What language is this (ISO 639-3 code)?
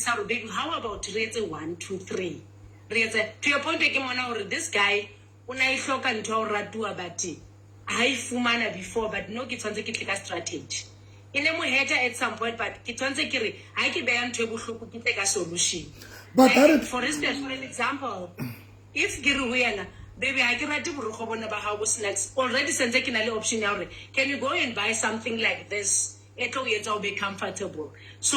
sot